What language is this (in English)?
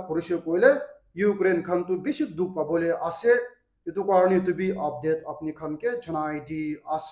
Naga Pidgin